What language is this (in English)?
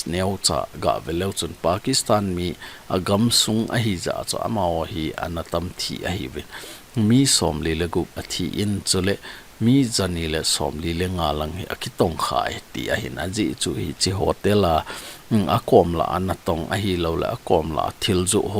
Thado Chin